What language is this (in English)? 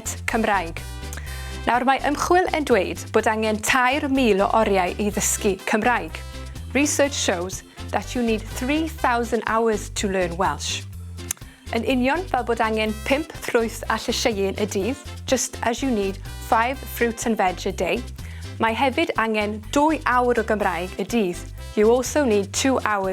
Welsh